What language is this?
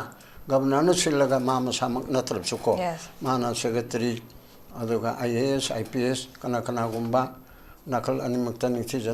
Manipuri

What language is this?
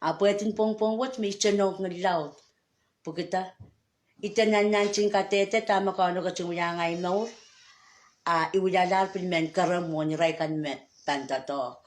Pohnpeian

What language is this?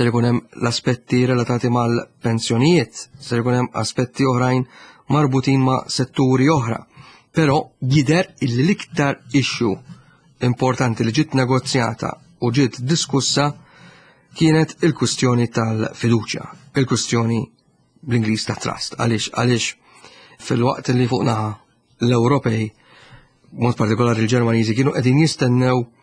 Maltese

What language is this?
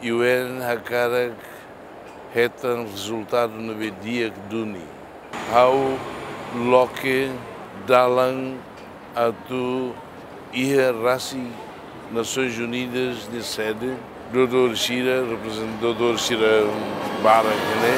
Tetum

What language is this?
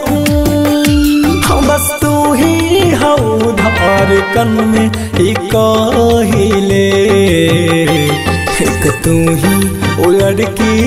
Bhojpuri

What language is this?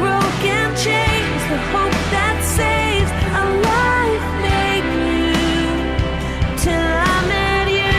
Samoan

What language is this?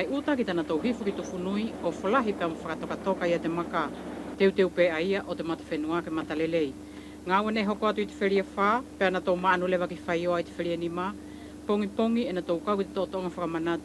Wallisian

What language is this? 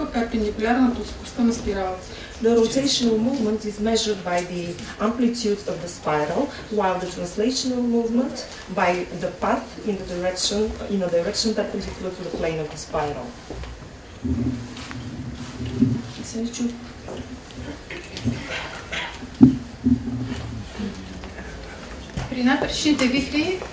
Bulgarian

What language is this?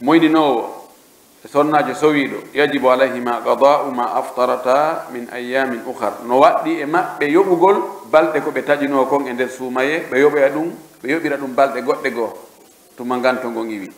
Pular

